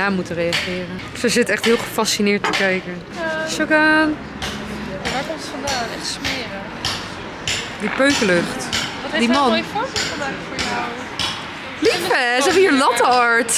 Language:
Dutch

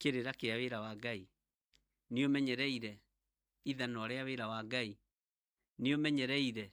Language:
Kikuyu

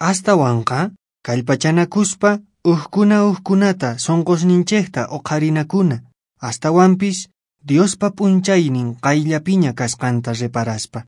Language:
Quechua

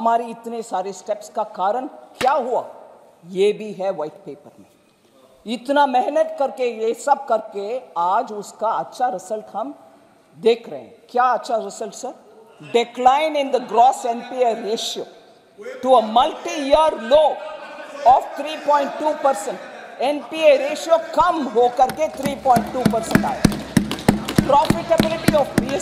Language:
Hindi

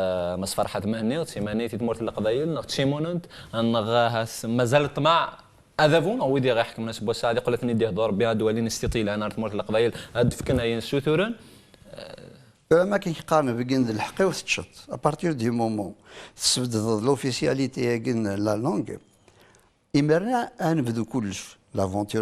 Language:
Kabyle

